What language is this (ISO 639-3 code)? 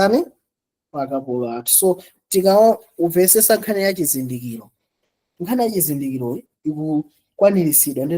nya